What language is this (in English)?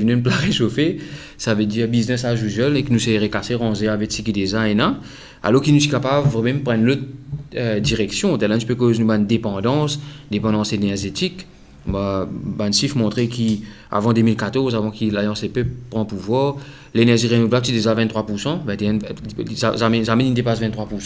Morisyen